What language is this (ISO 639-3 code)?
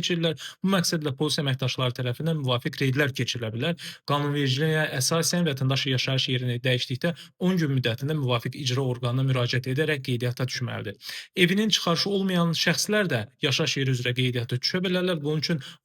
aze